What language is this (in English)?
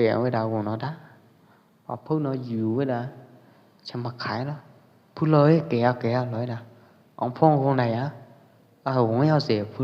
Pwo Eastern Karen